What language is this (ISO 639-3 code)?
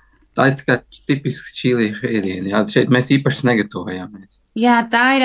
lav